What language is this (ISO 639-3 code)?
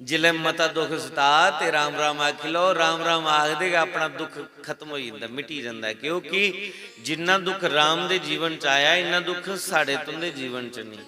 doi